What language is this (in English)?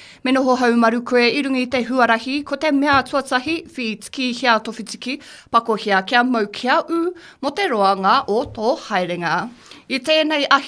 Māori